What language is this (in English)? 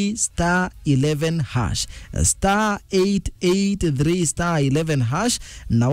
Meru